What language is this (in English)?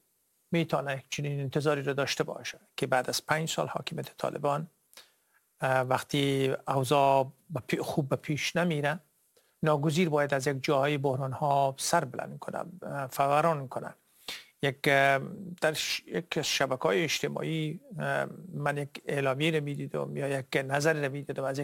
Persian